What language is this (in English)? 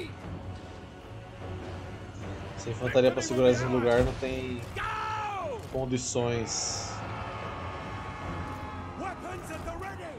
Portuguese